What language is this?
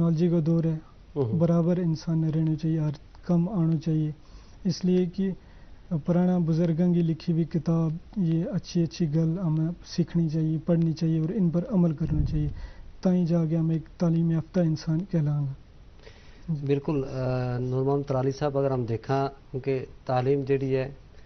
Gujari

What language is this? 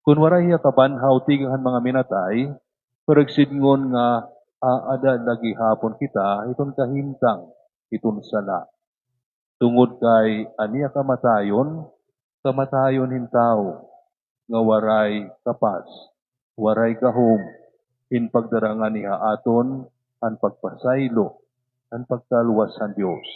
Waray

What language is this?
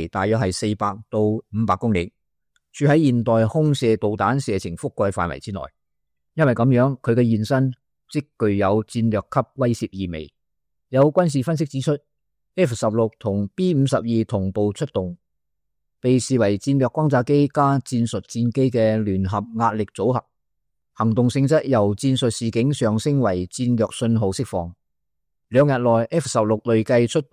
Cantonese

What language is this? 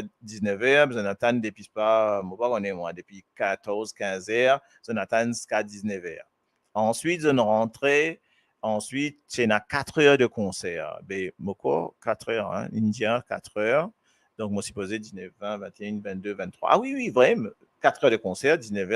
Morisyen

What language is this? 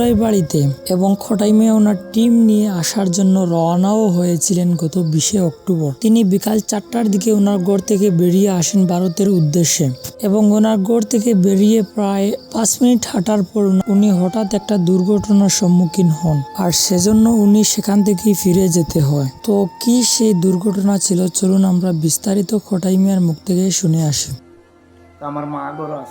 Sylheti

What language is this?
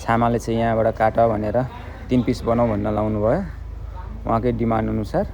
Nepali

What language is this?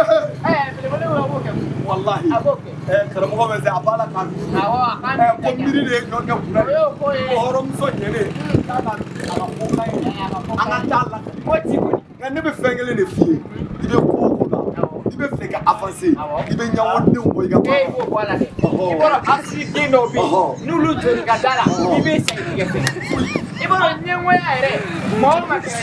Bambara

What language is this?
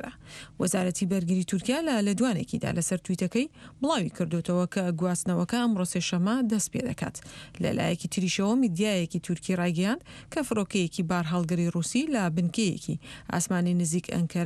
Central Kurdish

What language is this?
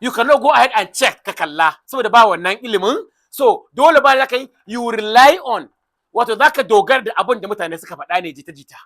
Hausa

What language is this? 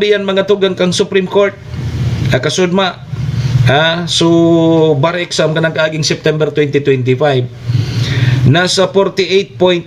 Bikol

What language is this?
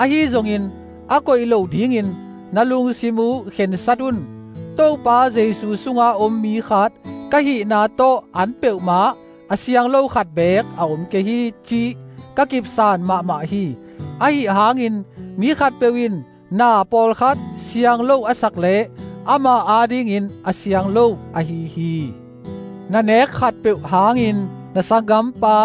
Tedim Chin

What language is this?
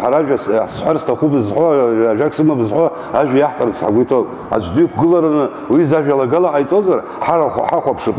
Abkhazian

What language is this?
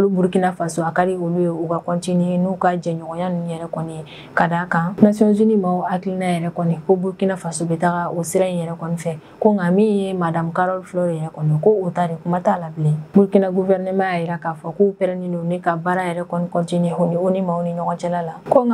Bambara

